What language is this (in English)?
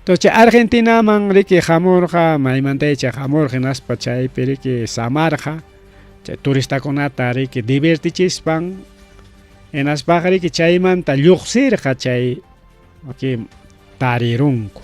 Ayacucho Quechua